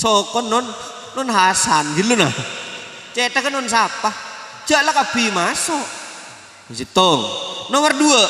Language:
Madurese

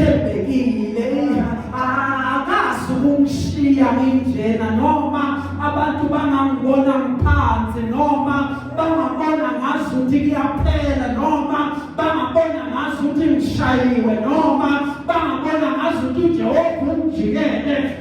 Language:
Zulu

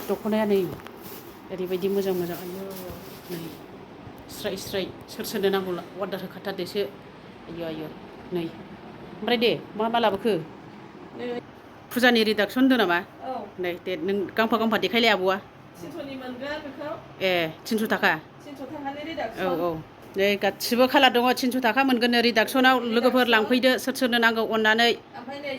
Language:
Bodo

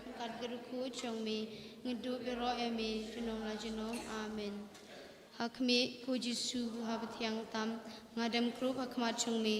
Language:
Khasi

